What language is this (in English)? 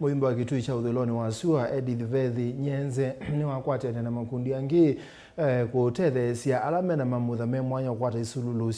Kamba